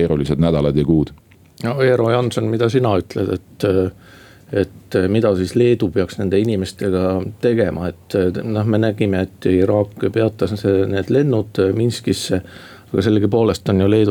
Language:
Estonian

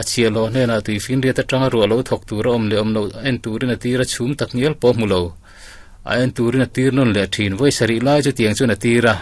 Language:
Mizo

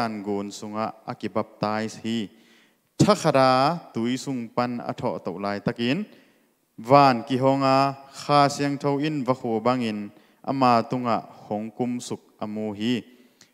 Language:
Tedim Chin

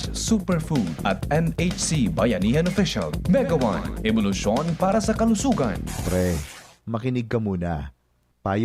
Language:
Bikol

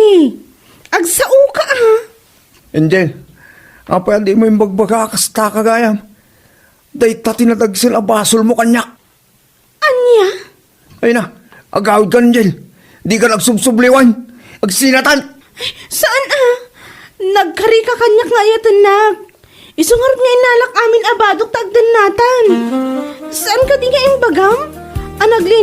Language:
Iloko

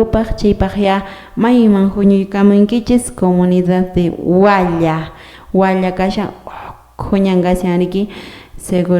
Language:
Quechua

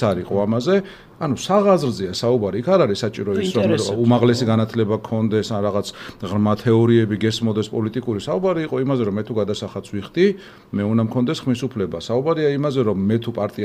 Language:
Georgian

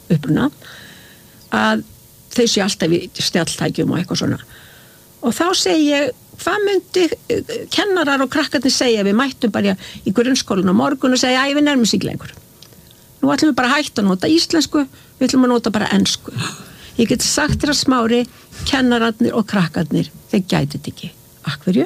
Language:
Icelandic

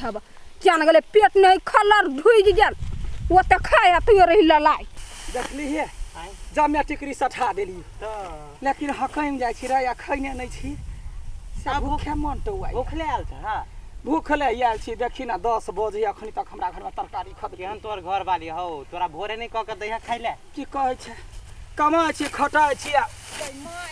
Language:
Maithili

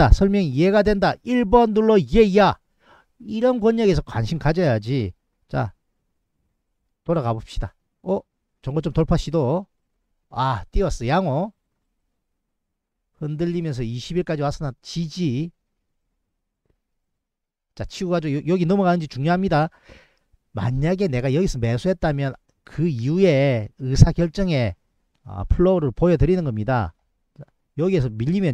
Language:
Korean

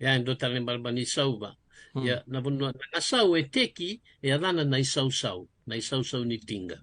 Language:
Fijian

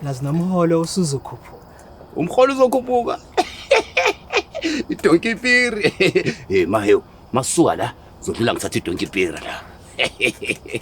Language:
Zulu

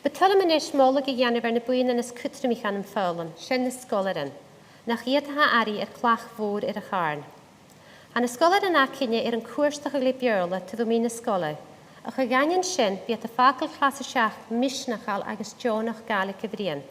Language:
Scottish Gaelic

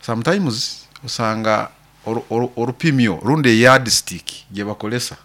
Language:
Nyoro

